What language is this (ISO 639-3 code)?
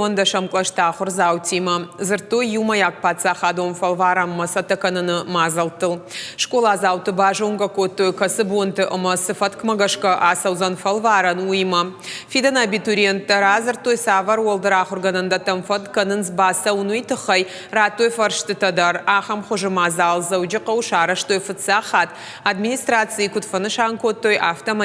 oss